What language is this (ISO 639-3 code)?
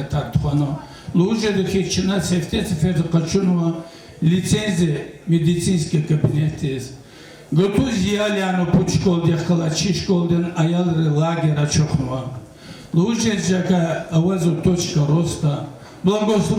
lez